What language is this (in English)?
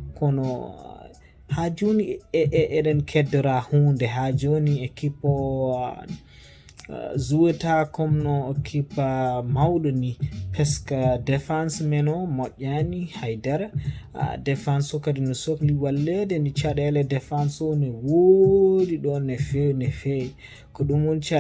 Fula